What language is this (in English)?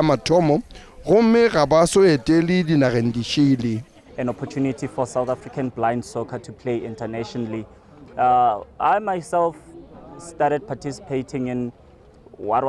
Northern Sotho